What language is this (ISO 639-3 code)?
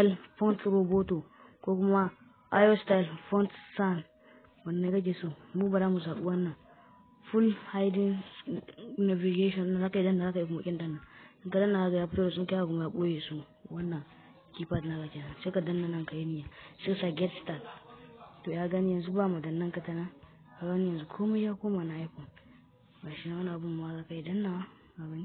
hau